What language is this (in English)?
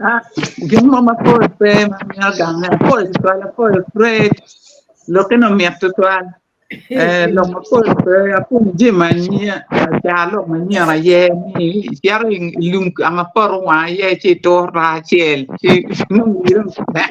Acoli